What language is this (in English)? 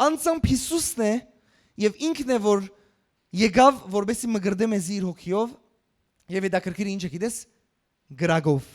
Western Armenian